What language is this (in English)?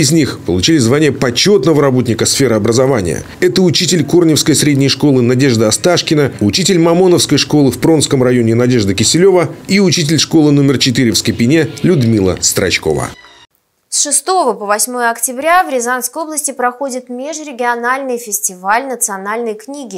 Russian